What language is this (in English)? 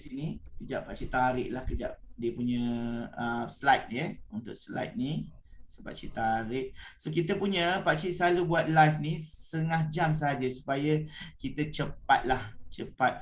Malay